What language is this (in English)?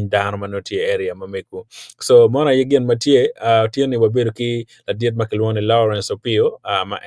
Acoli